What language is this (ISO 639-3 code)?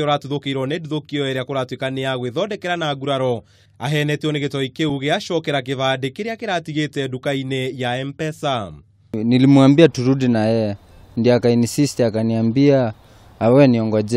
kik